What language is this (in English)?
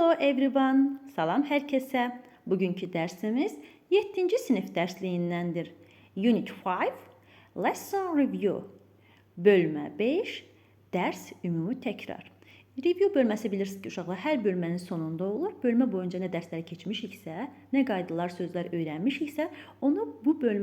Azerbaijani